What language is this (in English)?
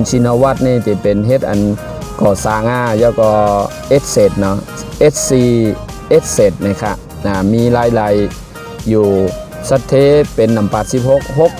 Shan